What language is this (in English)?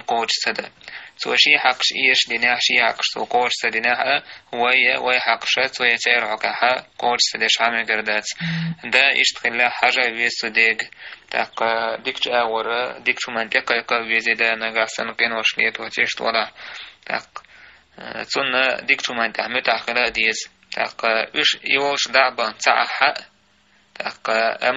Chechen